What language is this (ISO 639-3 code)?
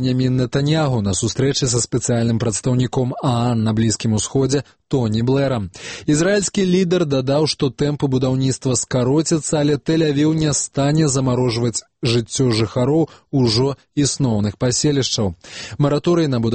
bel